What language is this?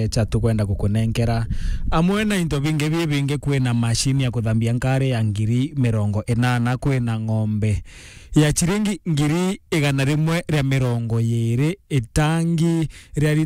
Meru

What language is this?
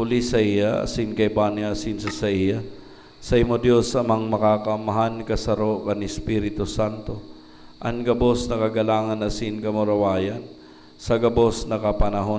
Bikol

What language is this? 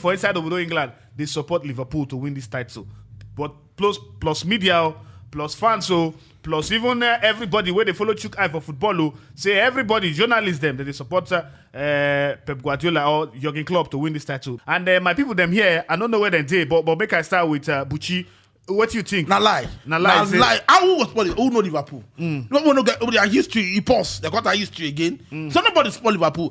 Nigerian Pidgin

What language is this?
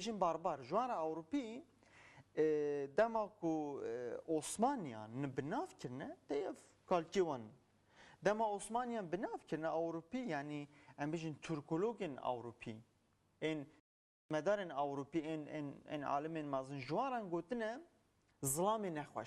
Kurdish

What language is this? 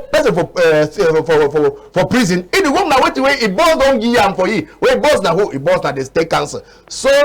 Cameroon Pidgin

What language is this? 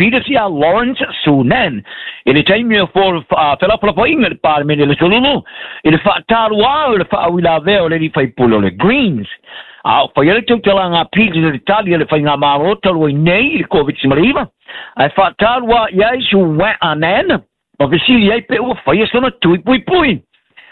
Samoan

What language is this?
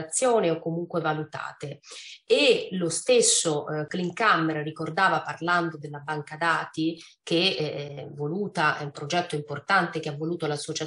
Italian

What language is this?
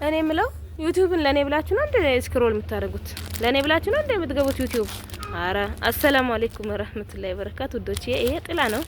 Amharic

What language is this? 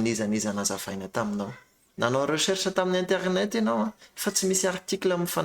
Malagasy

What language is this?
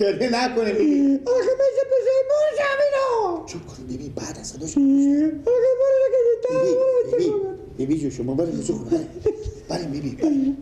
Persian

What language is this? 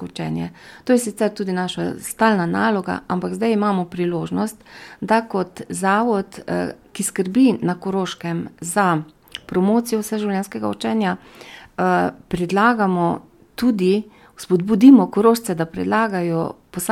Slovenian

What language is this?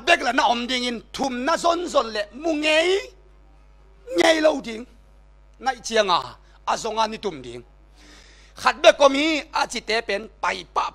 Tedim Chin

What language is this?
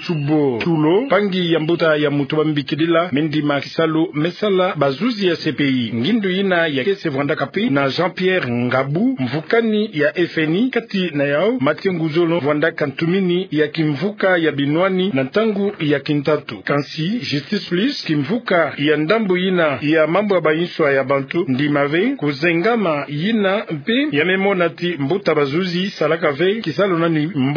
Kituba (Democratic Republic of Congo)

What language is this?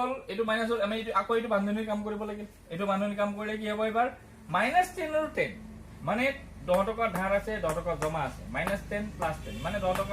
Assamese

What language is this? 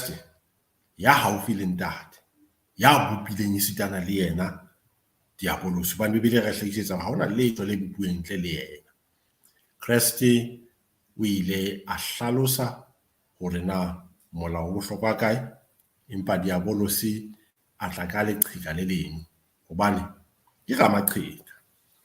Southern Sotho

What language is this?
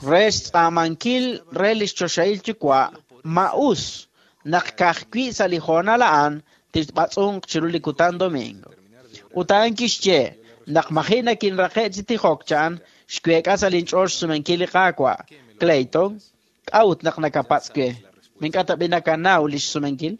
Kekchí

